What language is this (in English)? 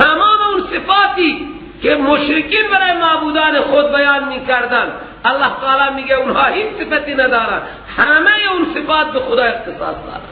Persian